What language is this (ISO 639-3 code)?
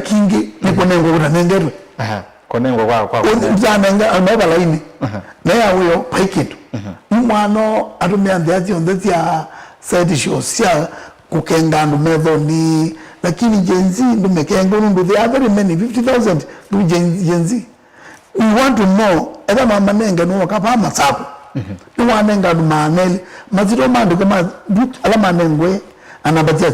kam